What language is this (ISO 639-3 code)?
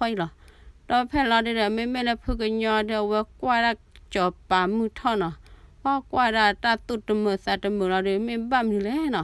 ksw